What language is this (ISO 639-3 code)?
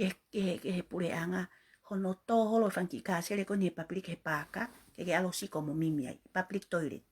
ton